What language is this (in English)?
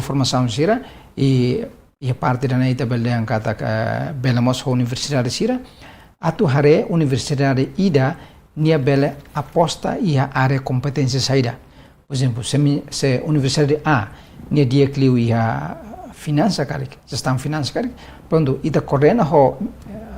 Tetum